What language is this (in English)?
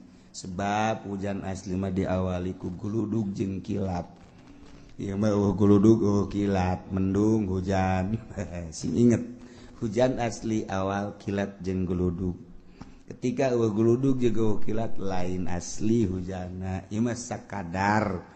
Sundanese